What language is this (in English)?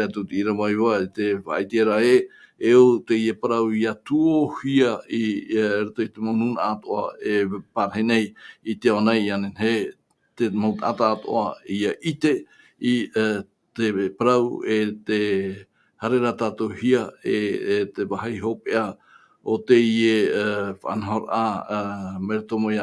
Tahitian